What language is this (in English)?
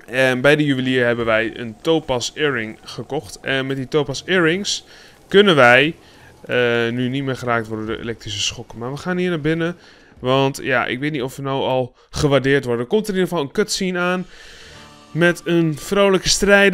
Dutch